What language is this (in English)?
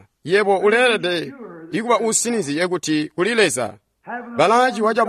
Tonga (Zambia)